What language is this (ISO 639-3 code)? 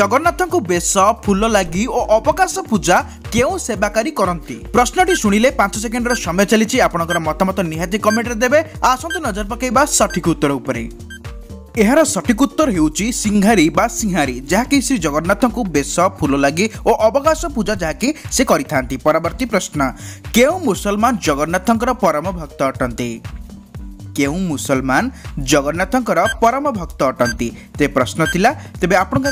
ori